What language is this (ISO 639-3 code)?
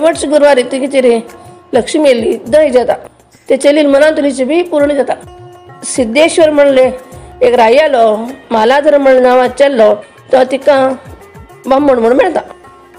kok